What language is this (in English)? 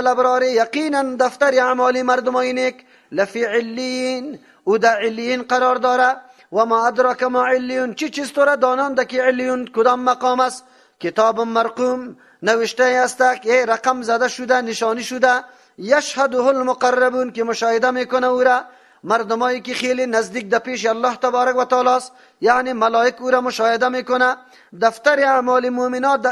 Persian